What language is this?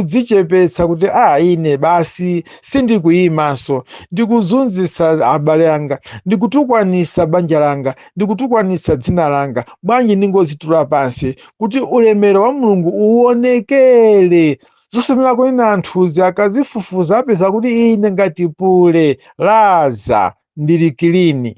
Nyanja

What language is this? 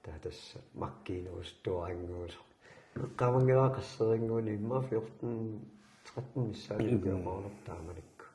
Kalaallisut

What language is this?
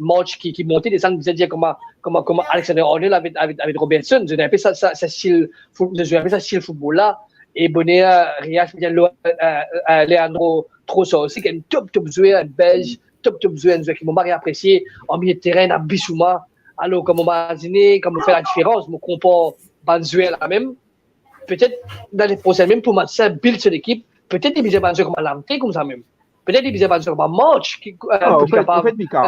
Morisyen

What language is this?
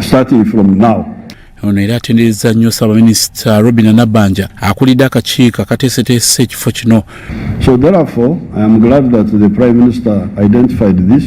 Ganda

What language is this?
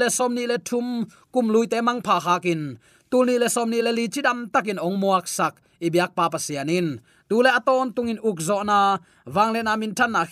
Tedim Chin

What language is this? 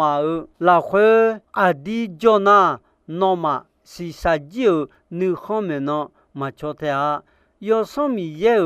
Akha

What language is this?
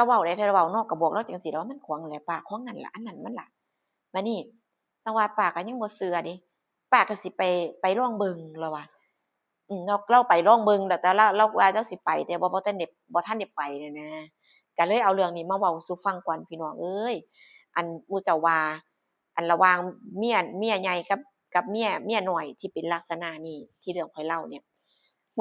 Northeastern Thai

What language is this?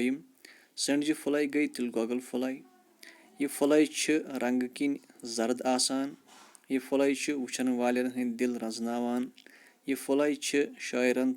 Kashmiri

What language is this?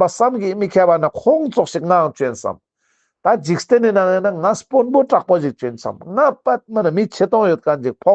Ladakhi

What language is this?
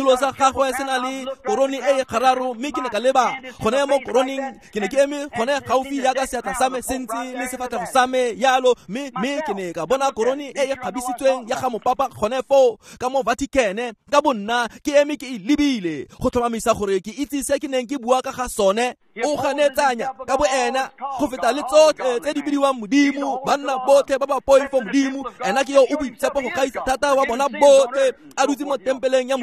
Tswana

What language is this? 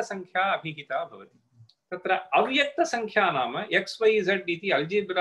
Sanskrit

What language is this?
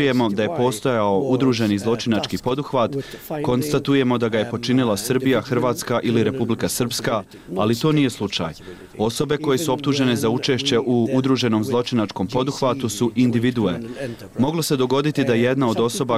Bosnian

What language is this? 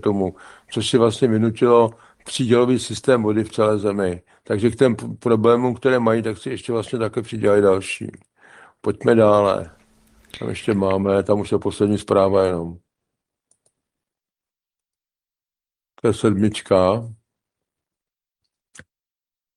Czech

